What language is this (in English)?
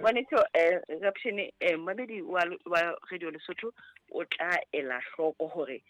Southern Sotho